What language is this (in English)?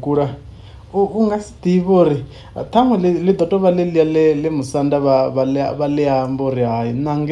Venda